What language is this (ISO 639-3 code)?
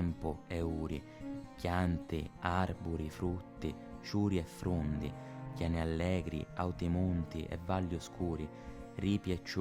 scn